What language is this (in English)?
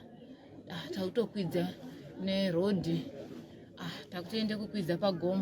Shona